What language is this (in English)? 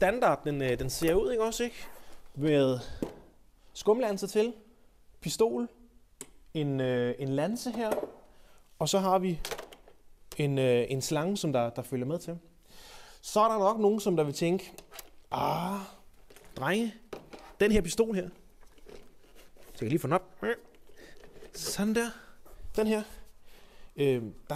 Danish